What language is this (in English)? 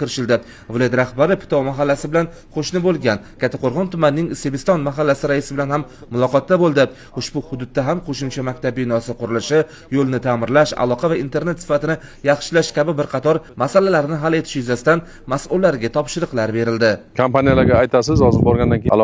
Uzbek